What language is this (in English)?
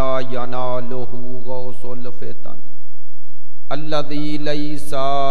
Urdu